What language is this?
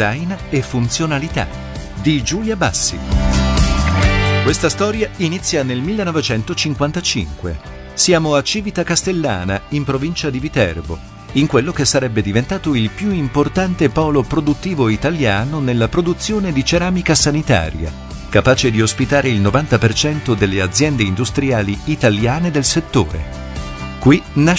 Italian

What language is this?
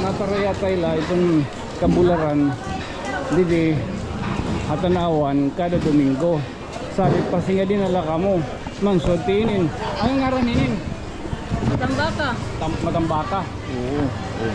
Waray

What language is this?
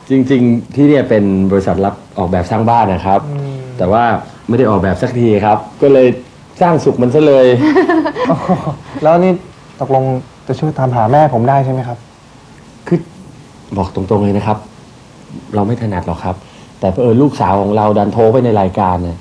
Thai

